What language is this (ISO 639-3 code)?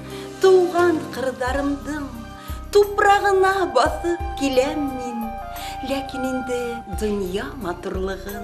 bak